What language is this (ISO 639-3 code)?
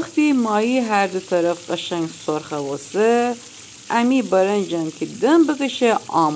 glk